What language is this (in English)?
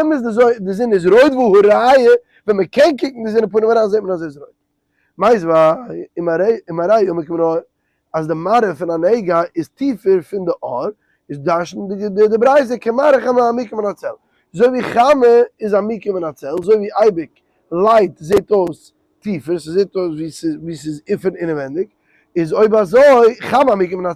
Yiddish